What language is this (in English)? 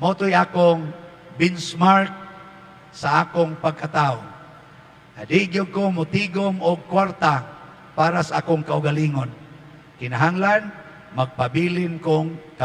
Cebuano